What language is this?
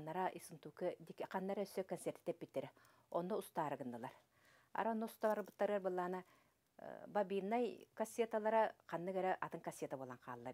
Yakut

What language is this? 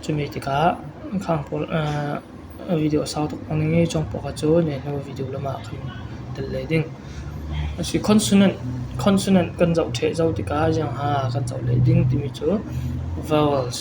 Falam Chin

